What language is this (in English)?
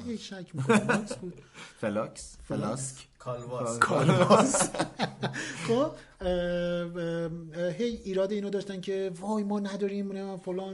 Persian